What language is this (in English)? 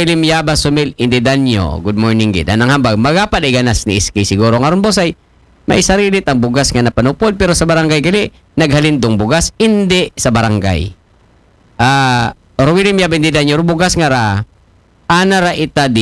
Aklanon